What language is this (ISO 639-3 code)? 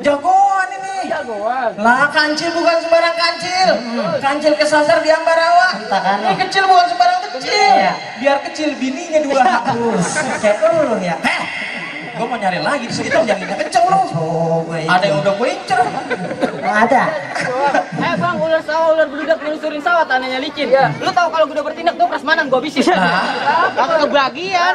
bew